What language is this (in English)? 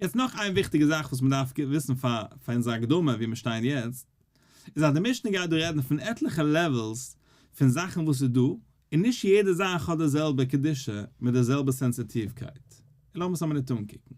Yiddish